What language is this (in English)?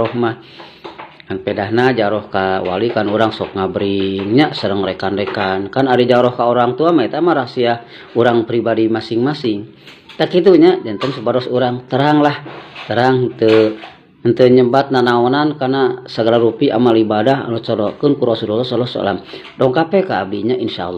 Sundanese